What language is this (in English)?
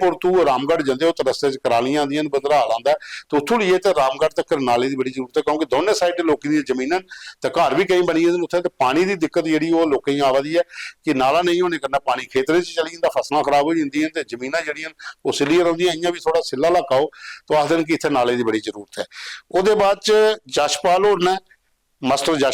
Dogri